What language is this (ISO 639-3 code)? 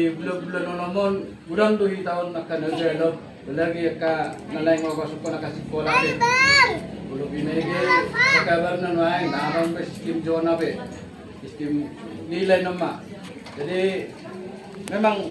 bbc